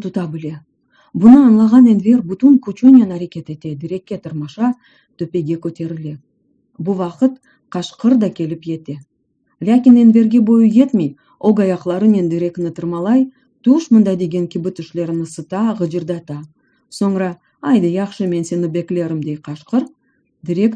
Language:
Crimean Tatar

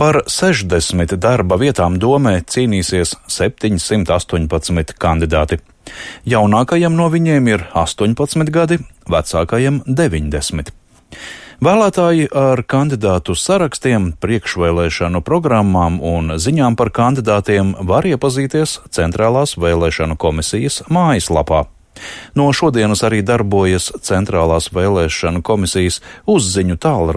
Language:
Latvian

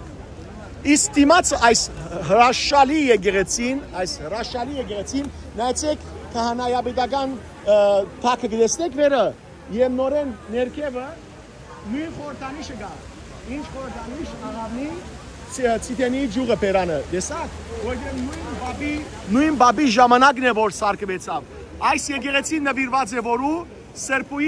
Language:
Western Armenian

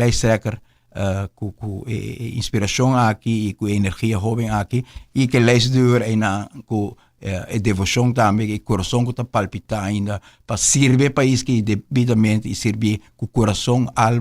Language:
Papiamento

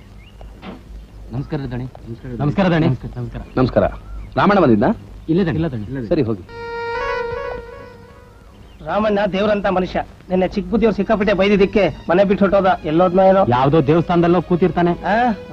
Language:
Kannada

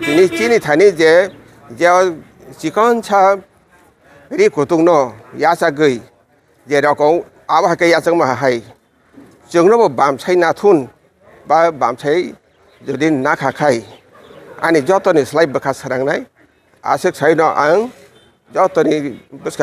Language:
Kok Borok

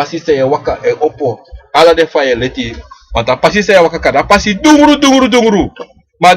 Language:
Sranan Tongo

